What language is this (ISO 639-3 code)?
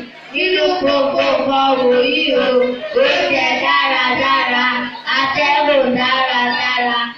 yor